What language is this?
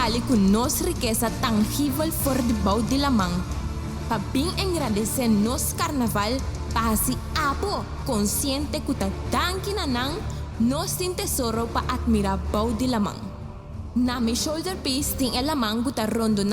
Papiamento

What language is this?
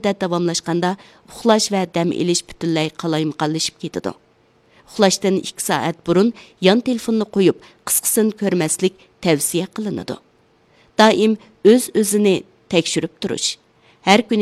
Uyghur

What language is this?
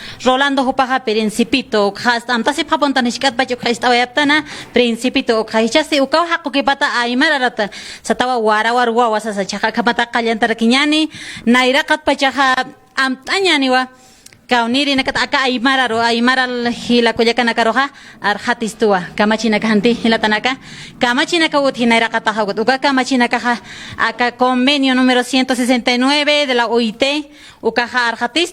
Aymara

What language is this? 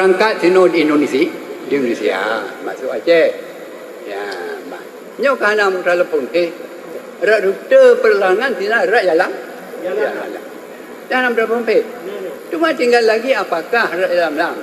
Achinese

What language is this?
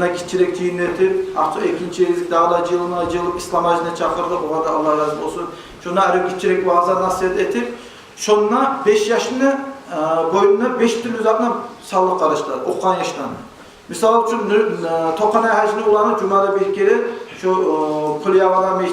Kumyk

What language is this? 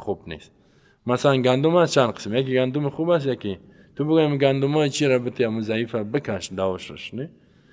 Persian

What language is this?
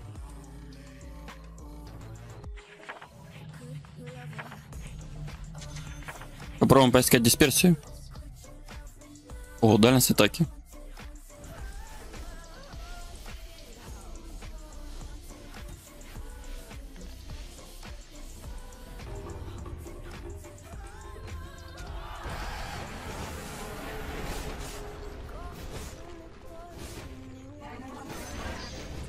Russian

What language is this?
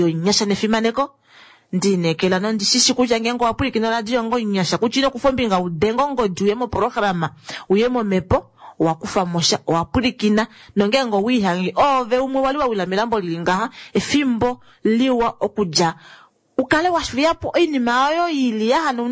Kuanyama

